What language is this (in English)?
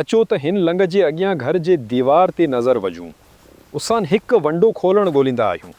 Sindhi